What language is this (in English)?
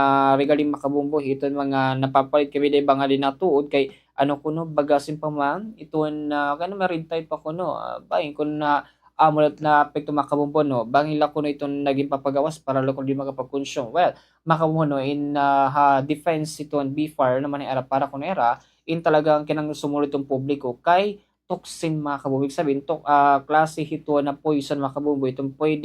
Waray